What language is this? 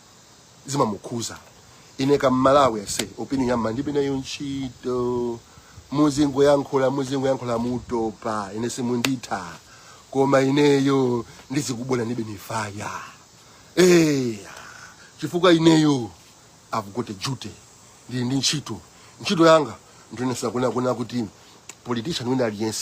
Nyanja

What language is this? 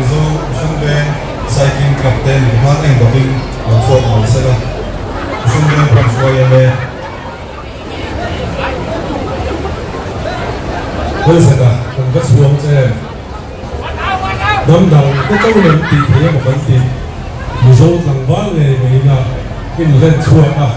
Mizo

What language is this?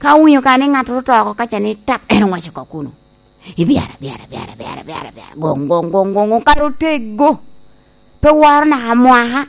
Lango (Uganda)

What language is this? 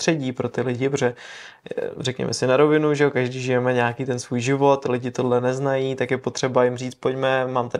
Czech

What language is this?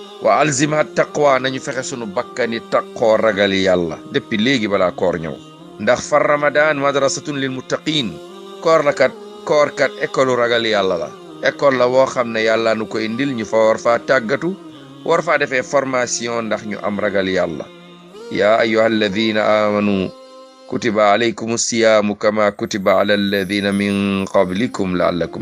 Wolof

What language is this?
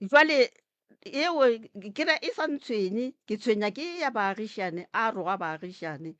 Northern Sotho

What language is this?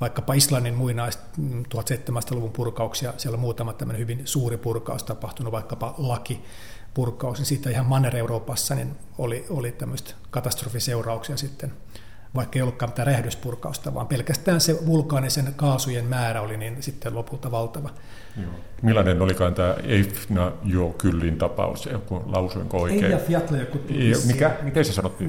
Finnish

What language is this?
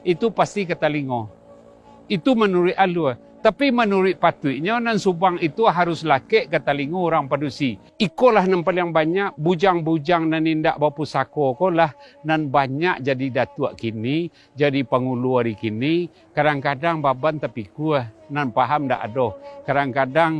Minangkabau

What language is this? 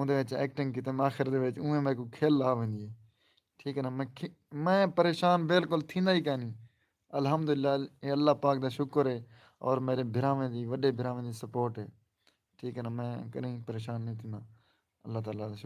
Saraiki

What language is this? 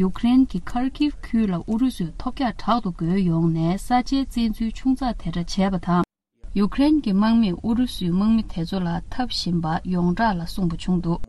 Tibetan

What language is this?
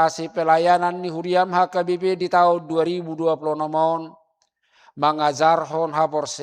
Batak Toba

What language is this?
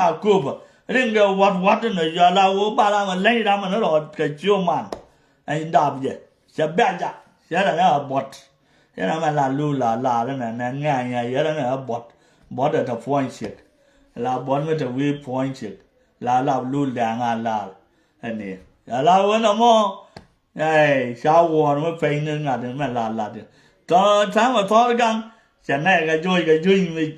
Nuer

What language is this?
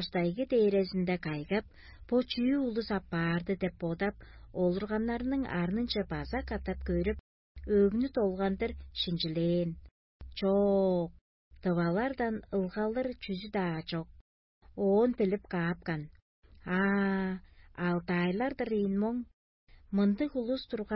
Tuvinian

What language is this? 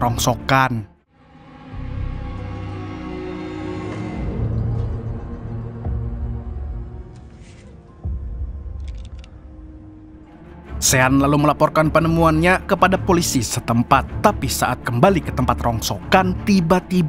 Indonesian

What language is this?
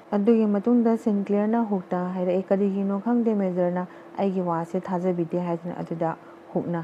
Manipuri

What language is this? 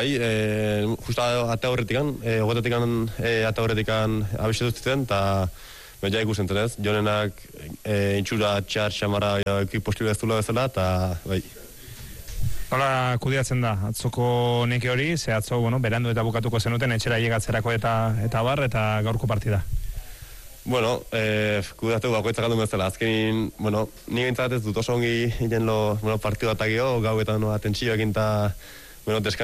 Basque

